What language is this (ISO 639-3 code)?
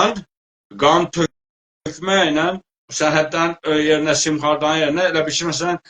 azb